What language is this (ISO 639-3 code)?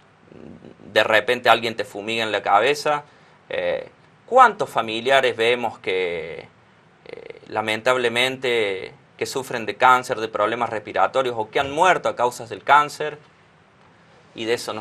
spa